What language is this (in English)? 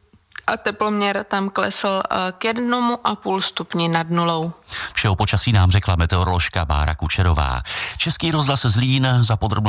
Czech